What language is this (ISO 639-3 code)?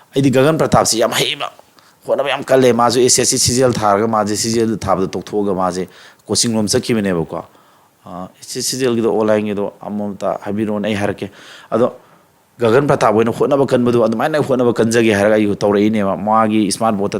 mni